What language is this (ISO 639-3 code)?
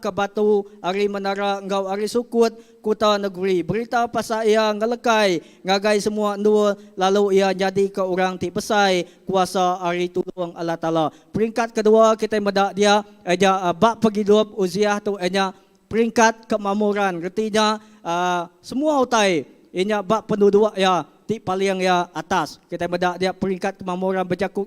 iba